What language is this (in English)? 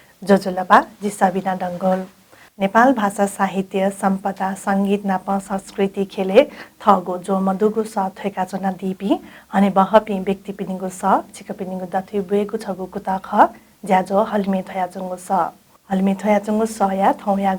Newari